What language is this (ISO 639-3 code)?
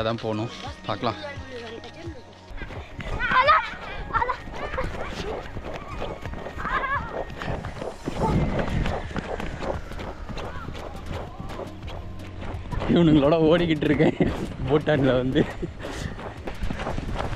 tam